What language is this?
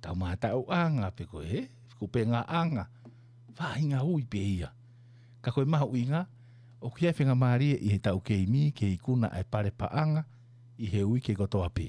Tongan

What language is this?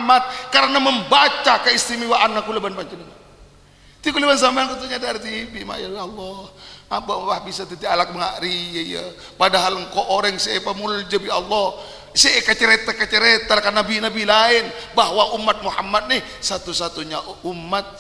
Madurese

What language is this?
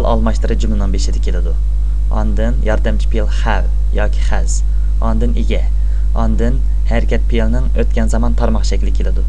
Uyghur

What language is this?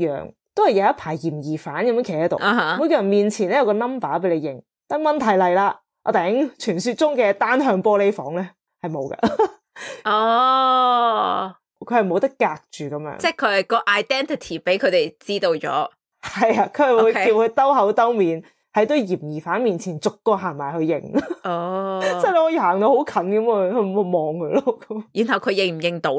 Cantonese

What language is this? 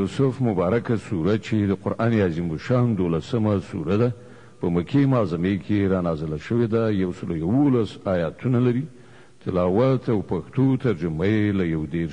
Pashto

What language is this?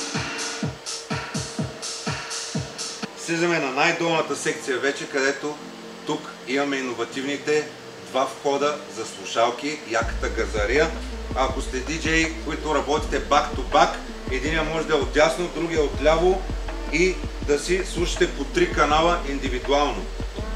Bulgarian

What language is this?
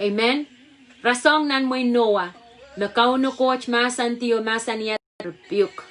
Pohnpeian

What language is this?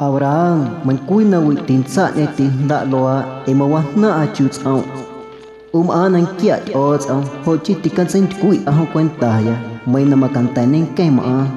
Guerrero Amuzgo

